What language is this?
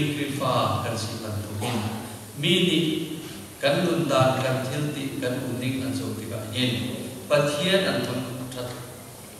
Hakha Chin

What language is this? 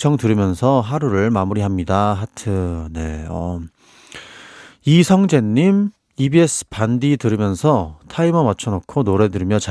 Korean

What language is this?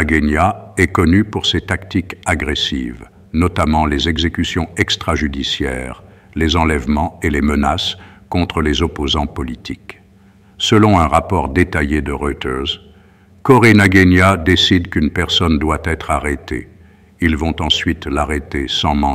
French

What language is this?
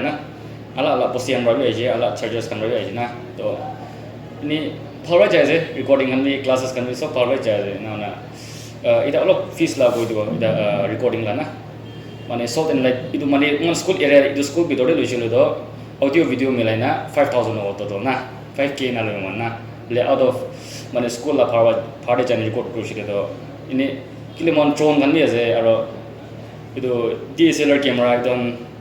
Naga Pidgin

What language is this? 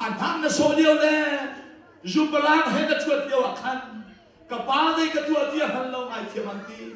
Hakha Chin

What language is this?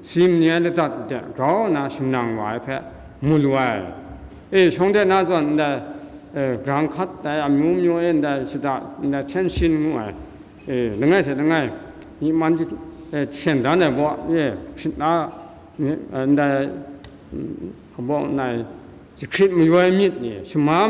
Kachin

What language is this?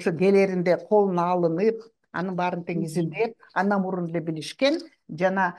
Kyrgyz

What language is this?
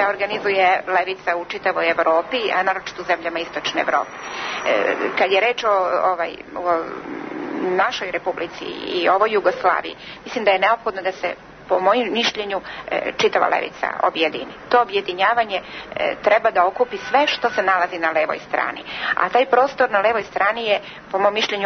Serbian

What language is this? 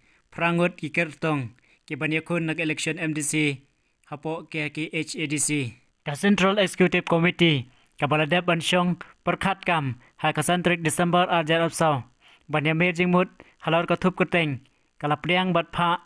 Khasi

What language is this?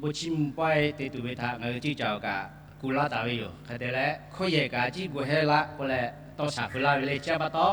Lahu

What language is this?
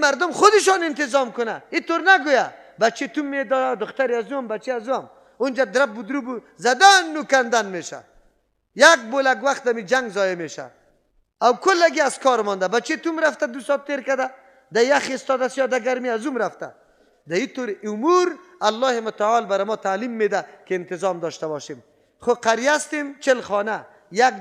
Persian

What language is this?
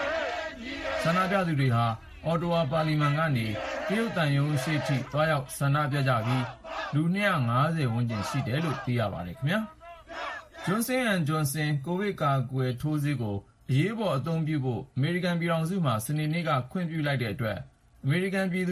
Burmese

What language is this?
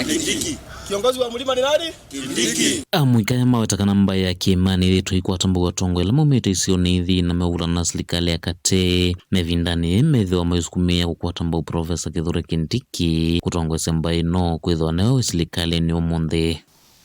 Kamba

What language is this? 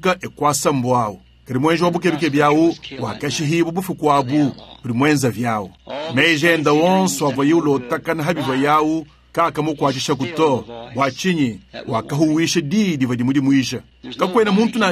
Luba-Lulua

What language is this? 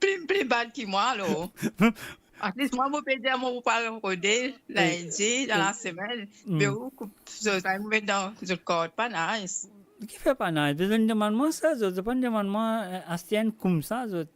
Morisyen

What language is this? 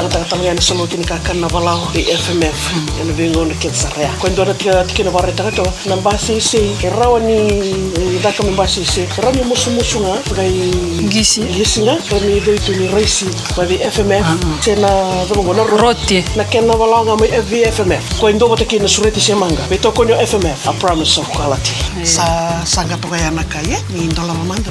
Fijian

